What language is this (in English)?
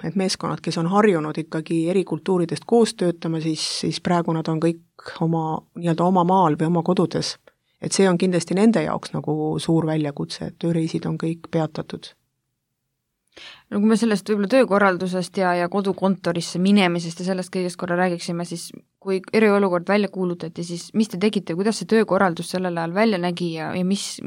Estonian